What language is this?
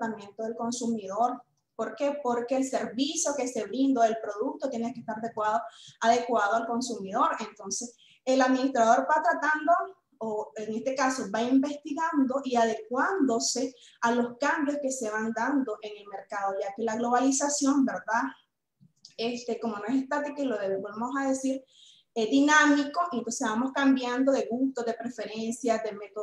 Spanish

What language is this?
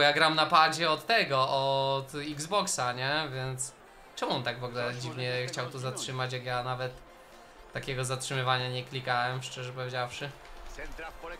Polish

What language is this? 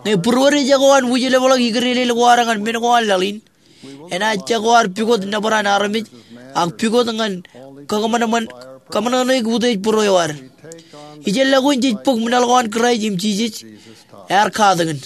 Marshallese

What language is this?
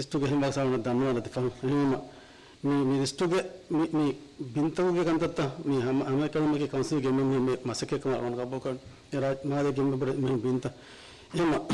Divehi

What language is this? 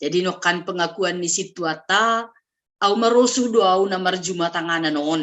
Batak Simalungun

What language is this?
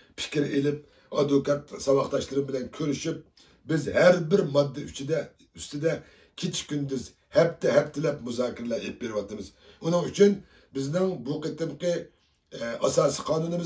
Uyghur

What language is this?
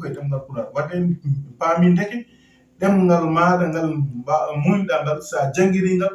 Fula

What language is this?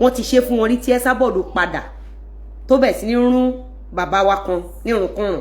Yoruba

